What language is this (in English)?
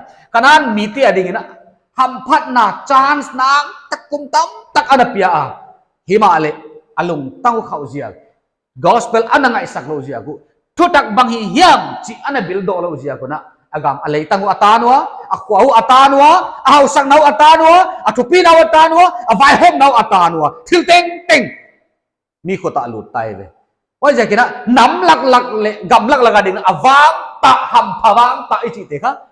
Paite Chin